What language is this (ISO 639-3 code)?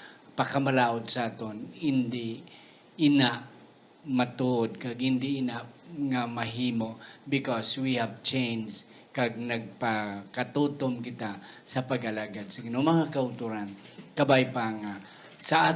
hil